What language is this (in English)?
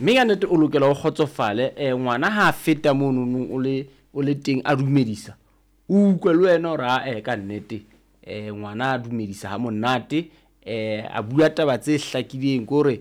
Southern Sotho